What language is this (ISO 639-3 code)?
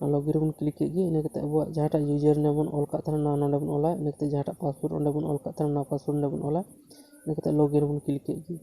sat